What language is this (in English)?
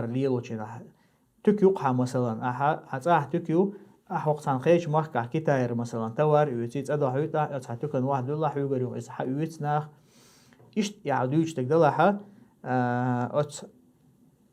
Chechen